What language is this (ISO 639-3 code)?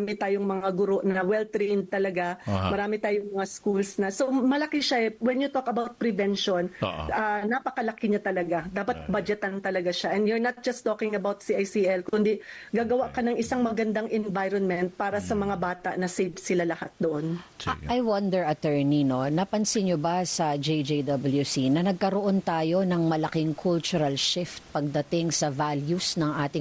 fil